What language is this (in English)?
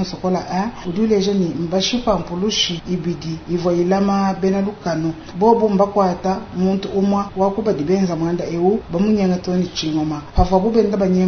Luba-Lulua